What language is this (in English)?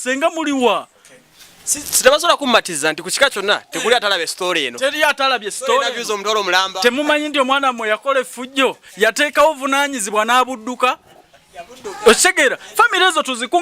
Ganda